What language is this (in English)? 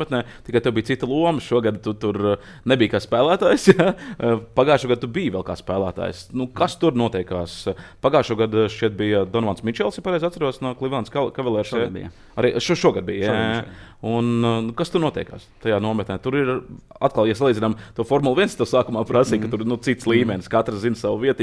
Latvian